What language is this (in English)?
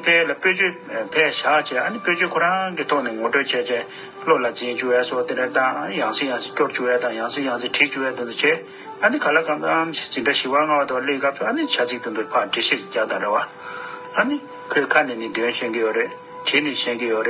Tibetan